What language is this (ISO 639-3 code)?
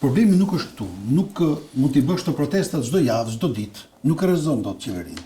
sqi